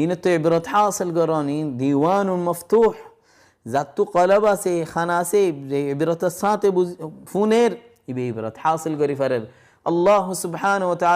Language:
Rohingya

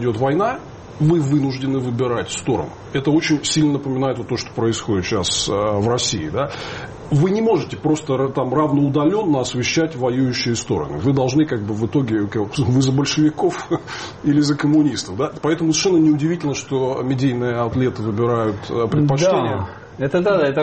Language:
Russian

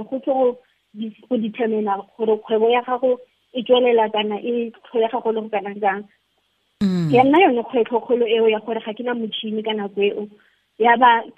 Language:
Tswana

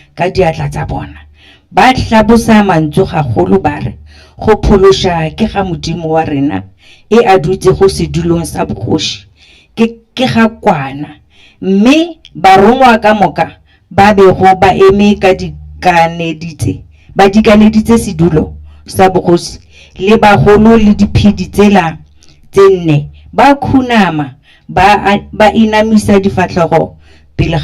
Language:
Northern Sotho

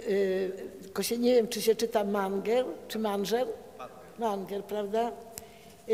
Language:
Polish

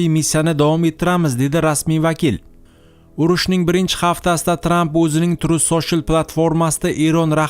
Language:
Uzbek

